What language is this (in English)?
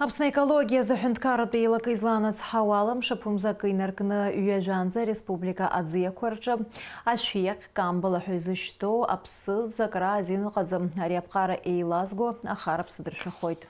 Abkhazian